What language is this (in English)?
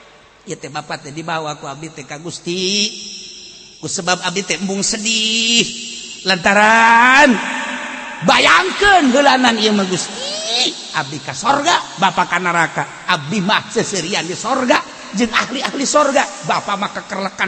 Sundanese